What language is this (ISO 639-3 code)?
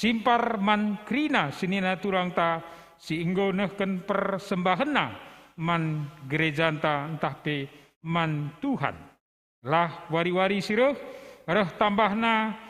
btx